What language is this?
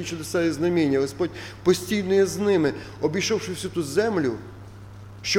Ukrainian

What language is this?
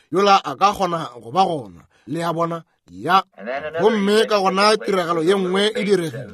Northern Sotho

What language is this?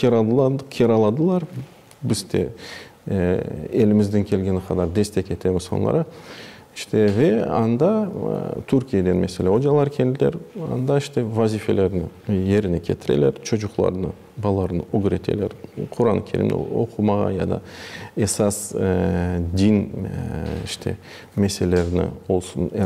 Crimean Tatar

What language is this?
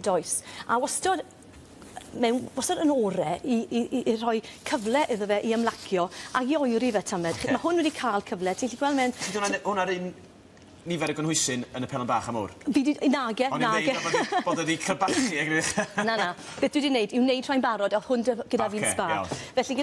Welsh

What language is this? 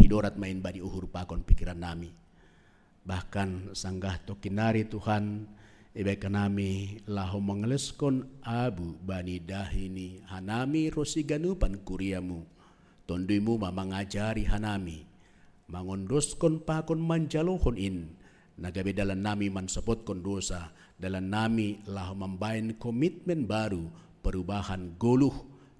Batak Simalungun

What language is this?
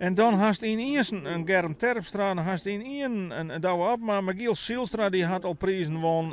Western Frisian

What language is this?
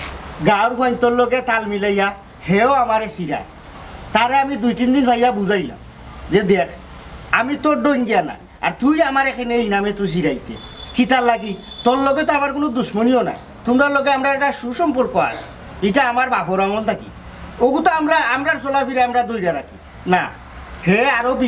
Sylheti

